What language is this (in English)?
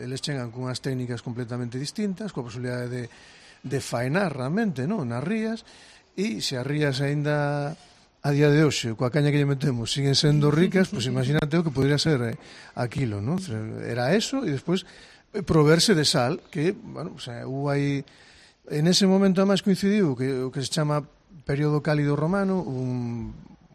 Galician